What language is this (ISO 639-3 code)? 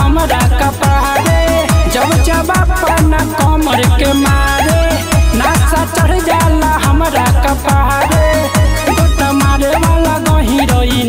bho